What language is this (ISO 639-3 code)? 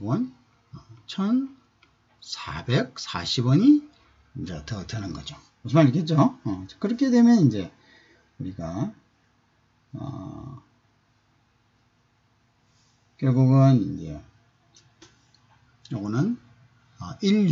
kor